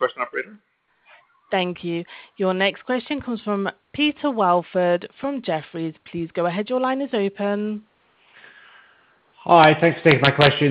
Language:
English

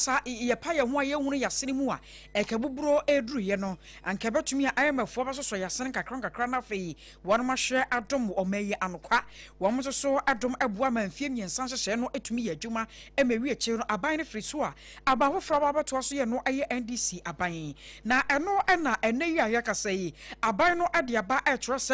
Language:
Akan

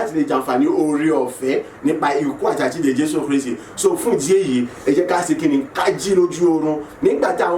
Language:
Yoruba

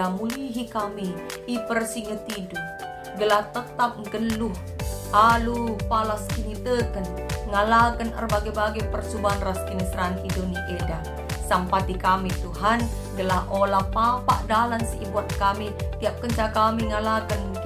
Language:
Batak Karo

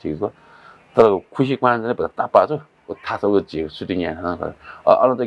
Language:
Newari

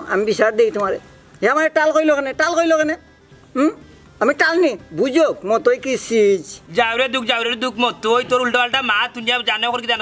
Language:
Sylheti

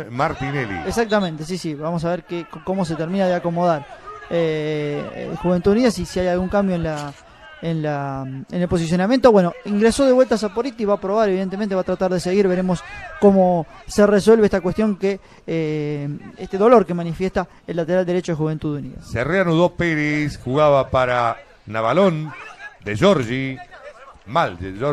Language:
Spanish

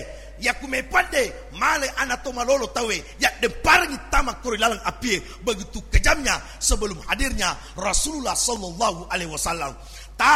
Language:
Buginese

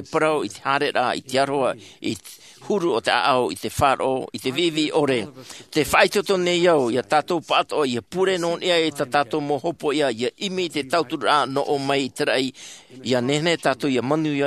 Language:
Tahitian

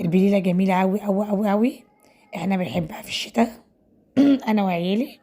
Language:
Egyptian Arabic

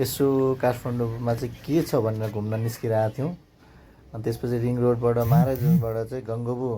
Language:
Nepali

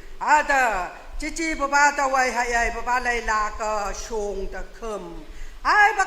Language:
Naga Pidgin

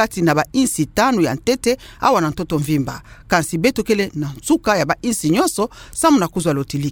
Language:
Kituba (Democratic Republic of Congo)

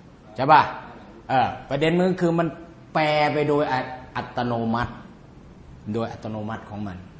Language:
Thai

